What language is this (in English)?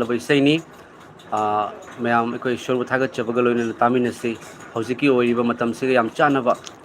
Manipuri